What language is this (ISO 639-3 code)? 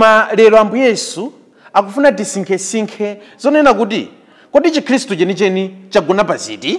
nya